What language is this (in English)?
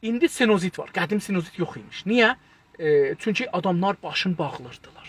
South Azerbaijani